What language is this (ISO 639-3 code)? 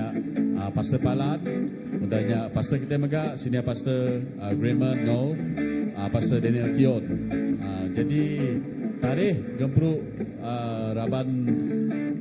iba